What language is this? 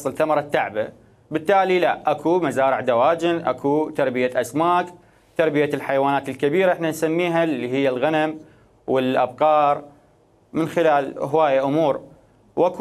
Mesopotamian Arabic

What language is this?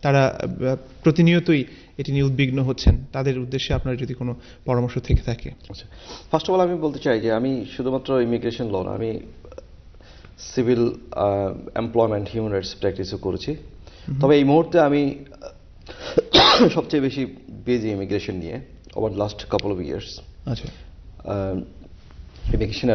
Bangla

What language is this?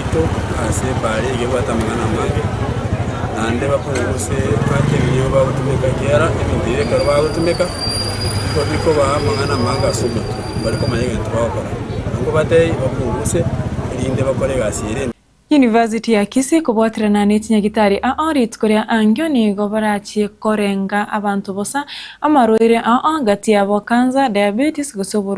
Gusii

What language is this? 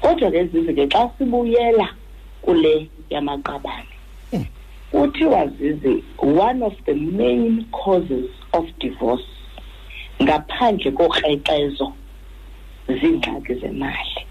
Xhosa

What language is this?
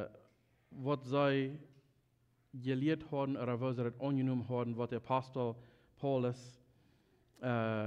Plautdietsch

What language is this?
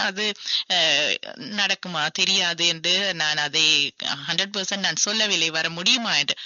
Tamil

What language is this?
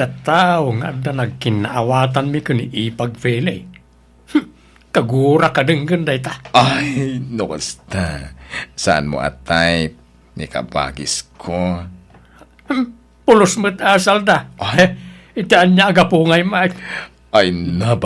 Iloko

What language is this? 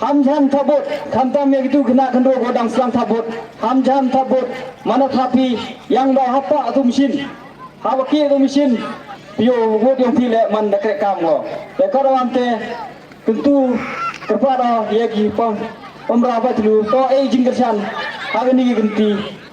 Pnar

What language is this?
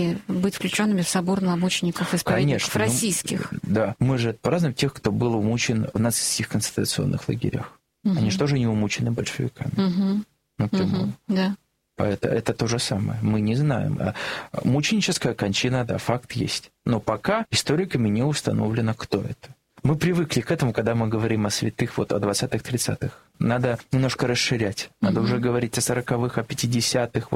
Russian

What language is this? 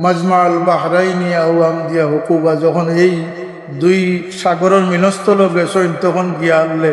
Sylheti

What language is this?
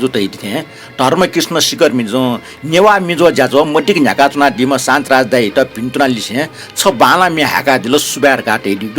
Newari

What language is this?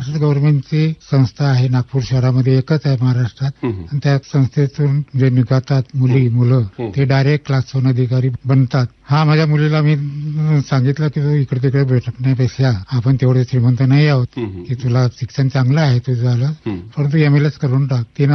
Marathi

